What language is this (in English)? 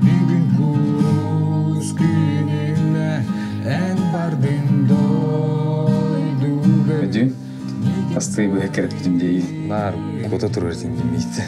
Yakut